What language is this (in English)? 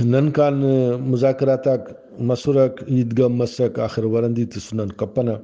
Brahui